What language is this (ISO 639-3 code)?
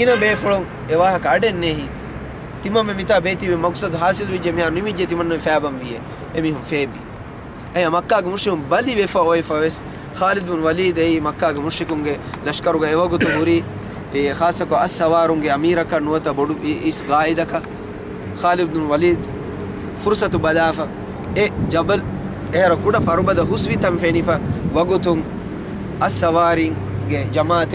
div